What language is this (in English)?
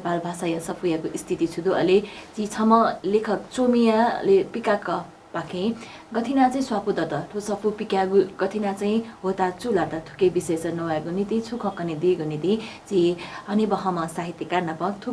Newari